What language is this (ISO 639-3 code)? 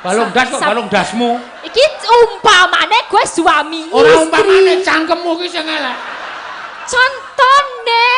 jav